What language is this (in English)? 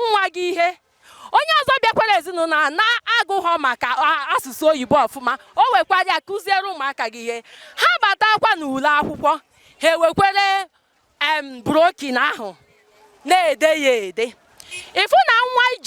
Igbo